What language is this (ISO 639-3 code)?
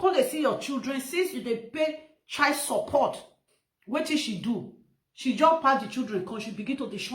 pcm